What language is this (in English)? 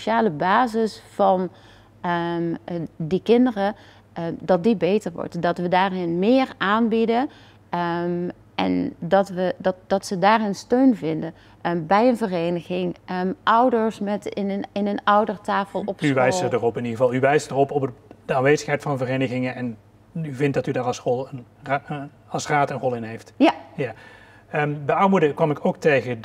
Dutch